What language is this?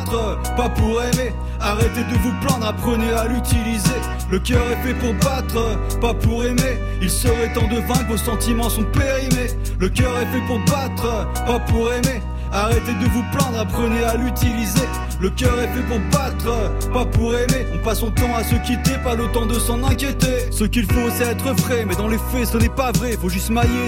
French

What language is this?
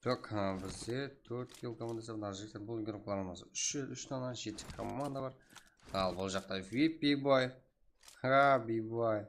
Kara-Kalpak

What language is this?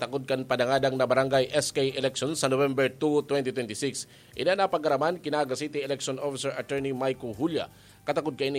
Bikol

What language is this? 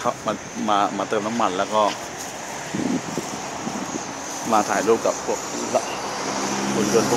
Thai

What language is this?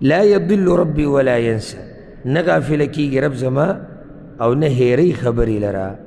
Pashto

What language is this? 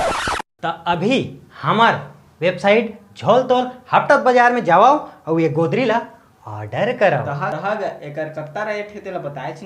Chhattisgarhi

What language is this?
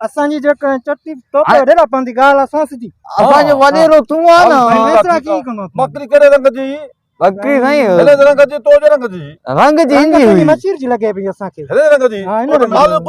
Sindhi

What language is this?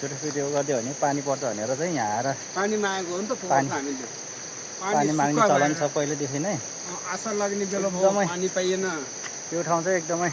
Nepali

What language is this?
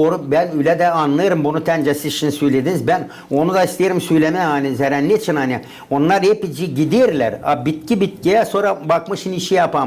Gagauz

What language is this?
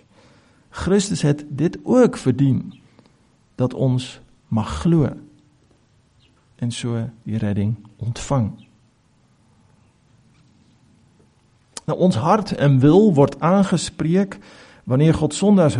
Afrikaans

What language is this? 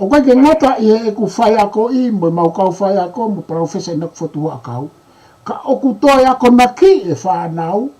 Tongan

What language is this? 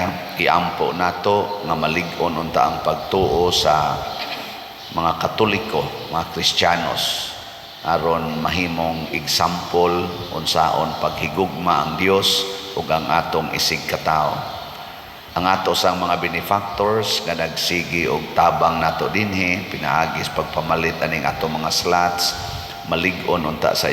Cebuano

